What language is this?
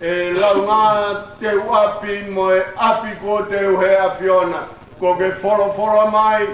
Tongan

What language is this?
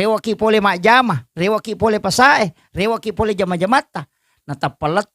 Buginese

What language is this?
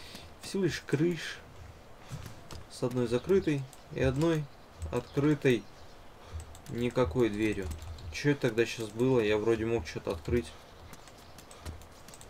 Russian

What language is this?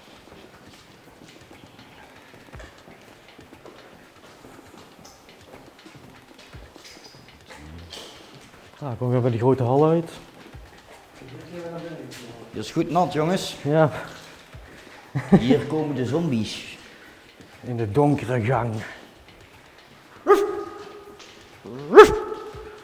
Dutch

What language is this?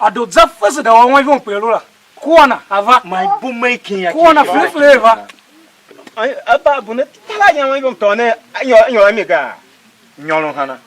Tiv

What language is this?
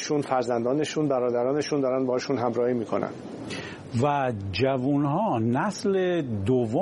Persian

